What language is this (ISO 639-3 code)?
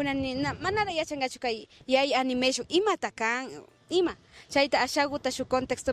qvi